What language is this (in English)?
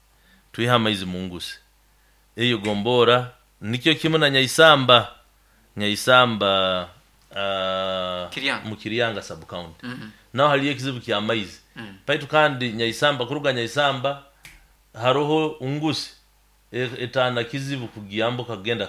Nyoro